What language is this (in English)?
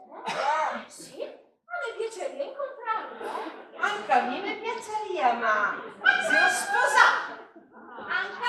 Venetian